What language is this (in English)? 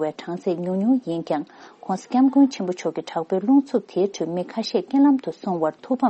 Tibetan